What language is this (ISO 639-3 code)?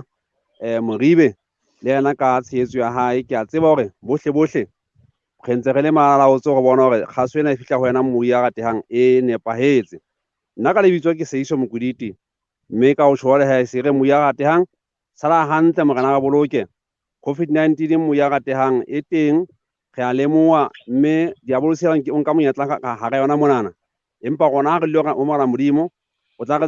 sot